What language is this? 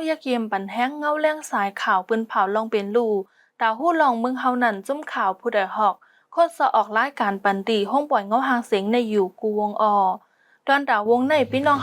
Shan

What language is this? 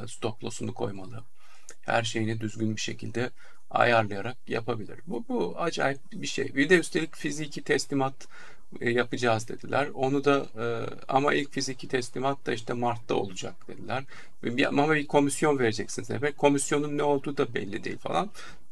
Turkish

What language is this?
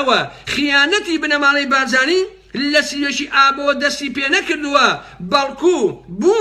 Central Kurdish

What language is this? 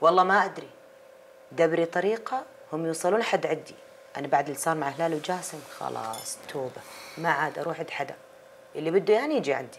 North Levantine Arabic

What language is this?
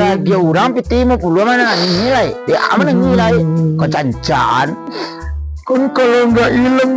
Minangkabau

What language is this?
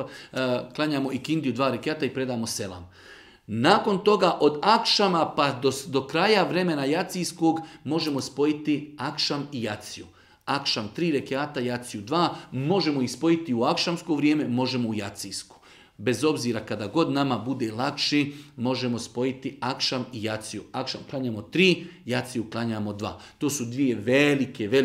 Bosnian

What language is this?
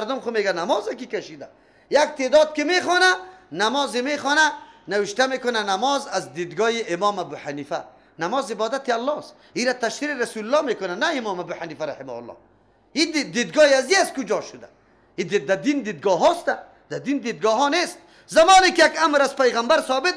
Persian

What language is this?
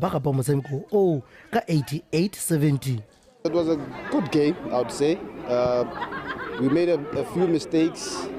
Tswana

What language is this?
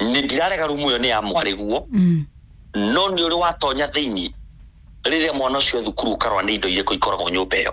Kikuyu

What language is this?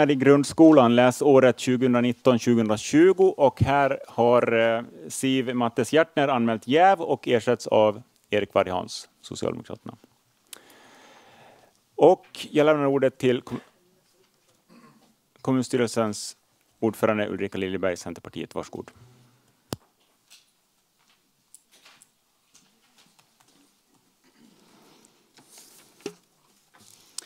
Swedish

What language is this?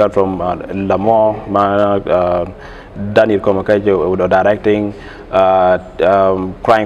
Acoli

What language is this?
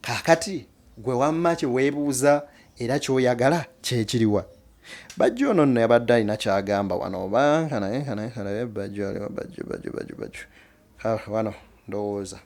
Ganda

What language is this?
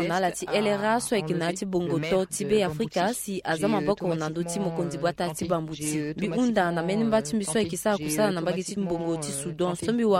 Sango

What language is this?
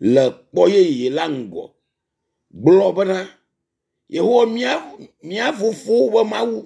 Ewe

